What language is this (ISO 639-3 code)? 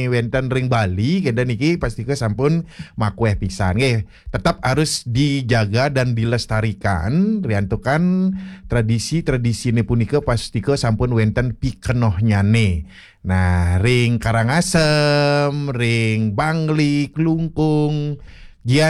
ban